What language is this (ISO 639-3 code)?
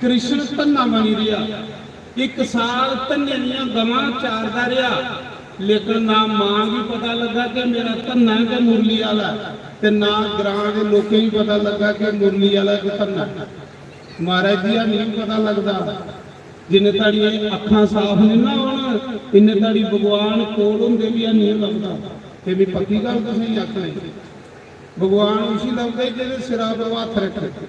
doi